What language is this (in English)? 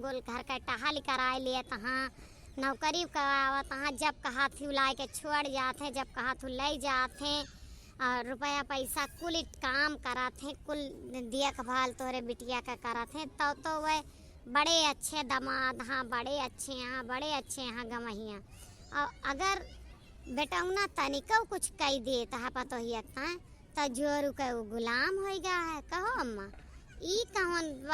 Awadhi